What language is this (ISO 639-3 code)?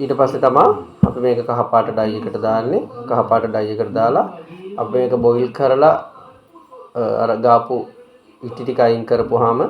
sin